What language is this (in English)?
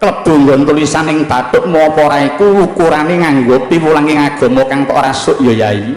Javanese